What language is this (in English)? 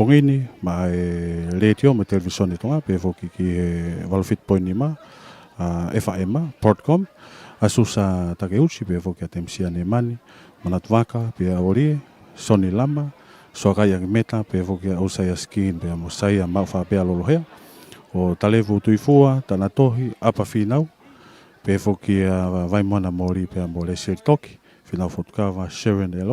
Tongan